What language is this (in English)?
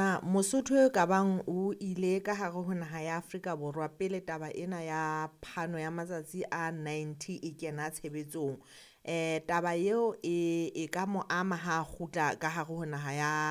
Southern Sotho